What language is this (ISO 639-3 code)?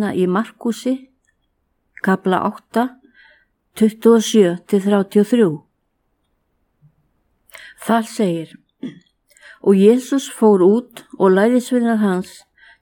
isl